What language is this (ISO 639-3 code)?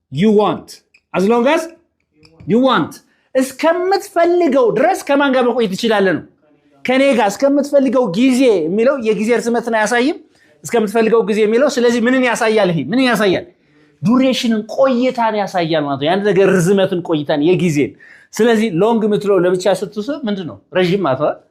amh